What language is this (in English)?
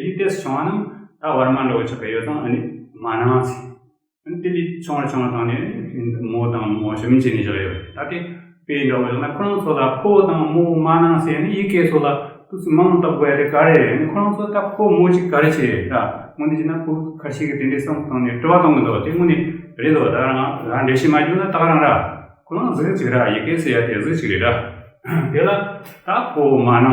Tibetan